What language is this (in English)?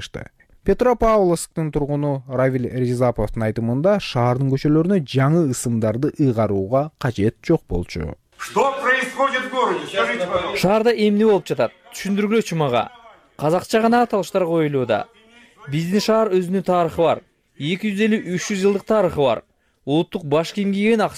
Kyrgyz